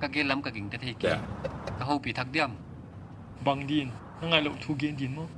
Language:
Paite Chin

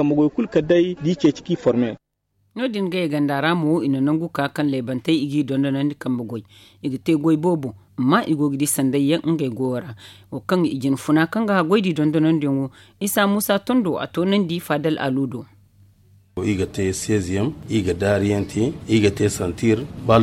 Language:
Zarma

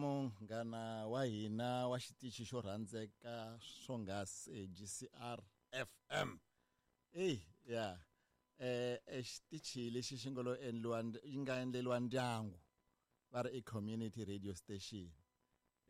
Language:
Tsonga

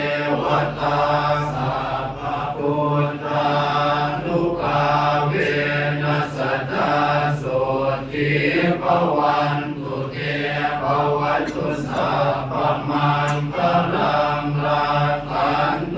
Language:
Pali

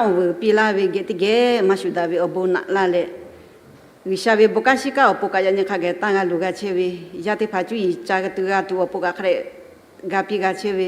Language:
Lahu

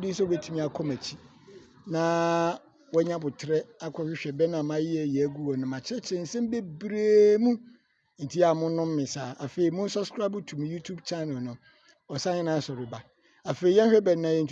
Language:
Akan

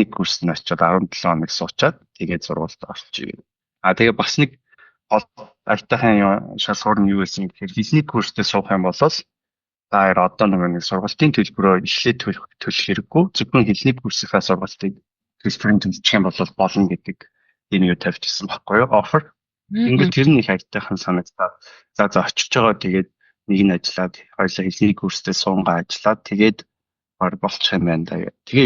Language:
Mongolian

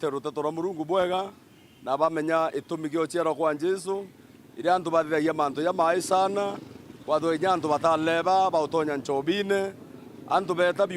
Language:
Meru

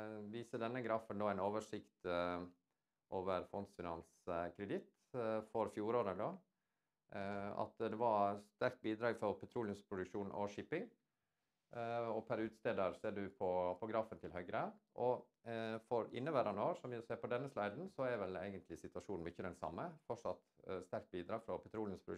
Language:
Norwegian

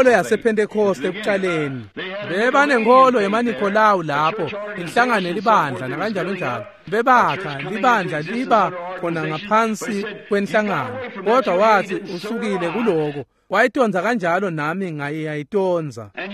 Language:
Swati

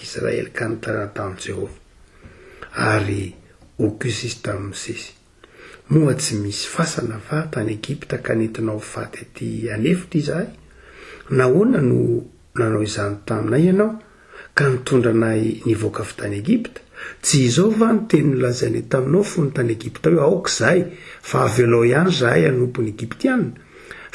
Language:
Malagasy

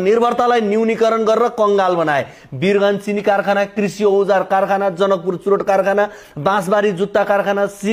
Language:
Nepali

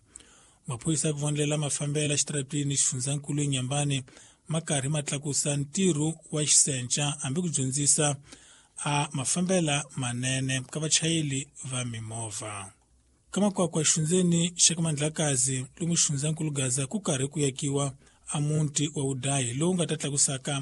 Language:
Tsonga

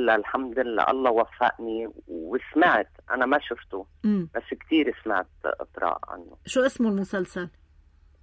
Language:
North Levantine Arabic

